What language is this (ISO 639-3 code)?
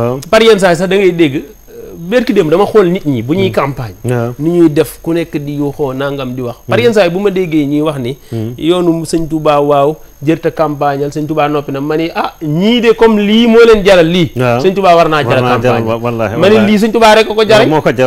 wol